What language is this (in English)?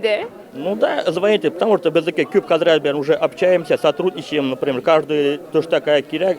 Tatar